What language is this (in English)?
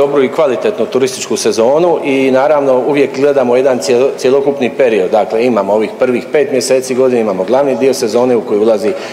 Croatian